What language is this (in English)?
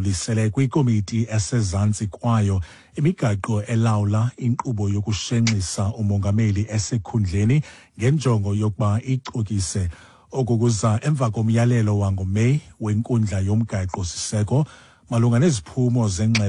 Xhosa